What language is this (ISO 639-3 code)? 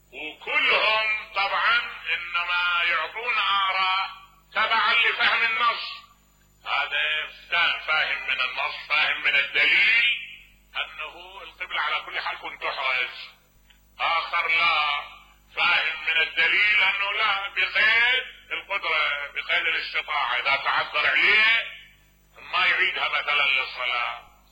acm